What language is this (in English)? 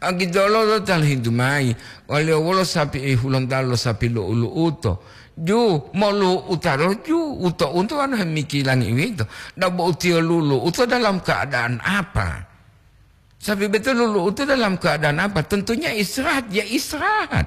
Gorontalo